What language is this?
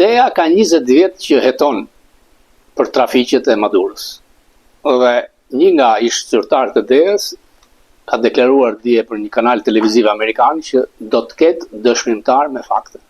Albanian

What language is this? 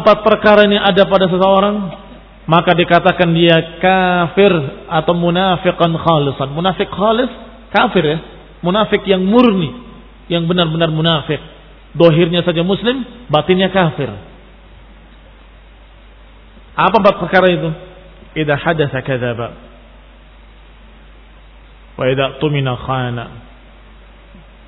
Indonesian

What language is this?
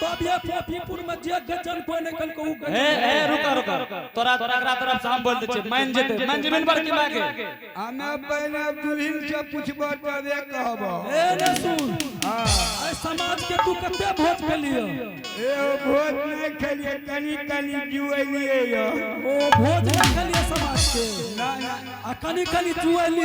Angika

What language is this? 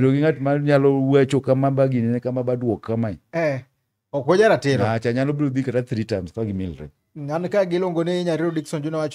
Luo (Kenya and Tanzania)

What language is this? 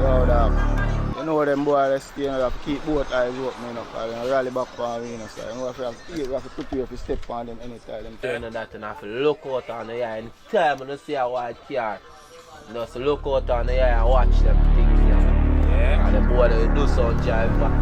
Jamaican Creole English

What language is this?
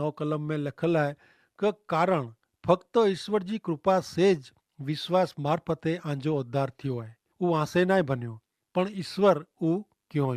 Kachhi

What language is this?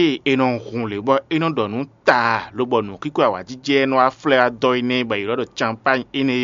Fon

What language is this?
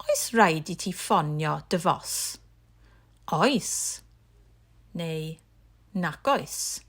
Welsh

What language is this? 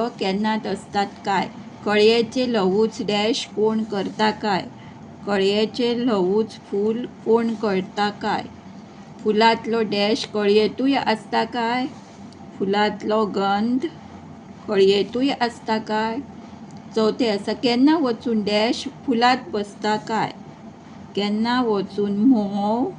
Konkani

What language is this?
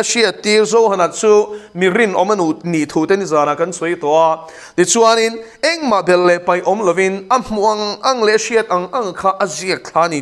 Mizo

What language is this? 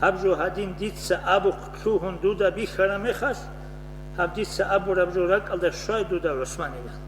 Avaric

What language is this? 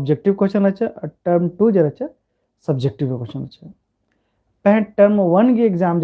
Kurukh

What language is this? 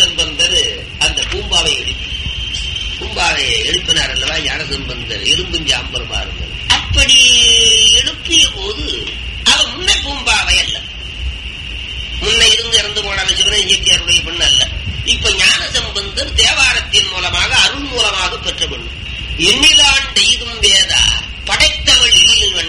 Tamil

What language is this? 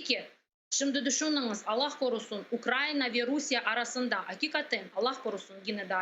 Crimean Tatar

